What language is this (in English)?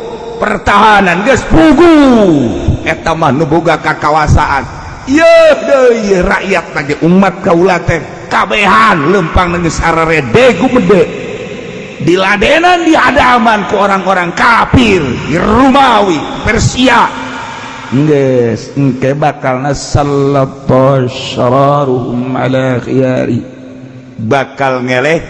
Sundanese